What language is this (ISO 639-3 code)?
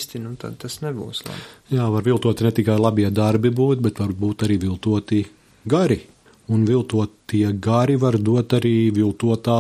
lav